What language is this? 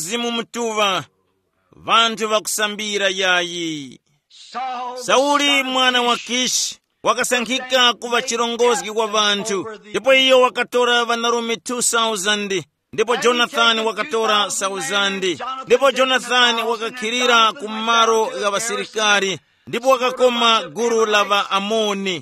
Tumbuka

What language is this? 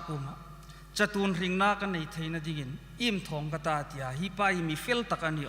Hmar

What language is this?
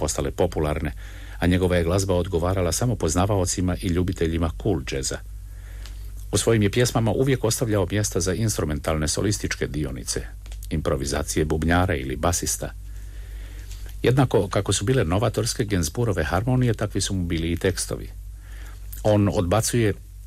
Croatian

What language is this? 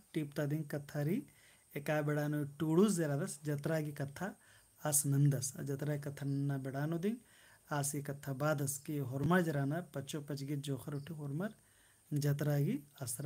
Kurukh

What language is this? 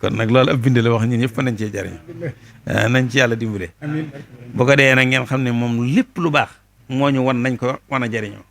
Wolof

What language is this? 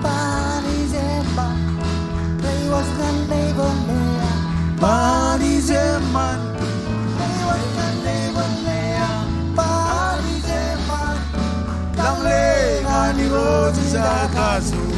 Marshallese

